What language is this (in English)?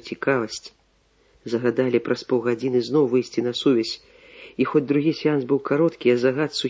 Belarusian